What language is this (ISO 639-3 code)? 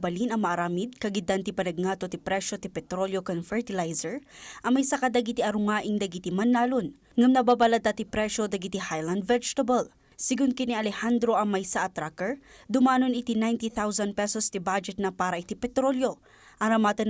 ilo